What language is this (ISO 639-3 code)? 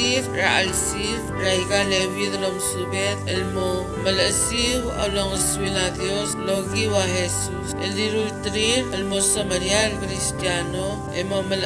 pau